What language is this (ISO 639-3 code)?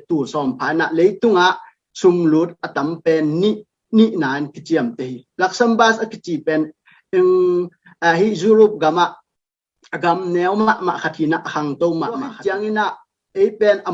ctd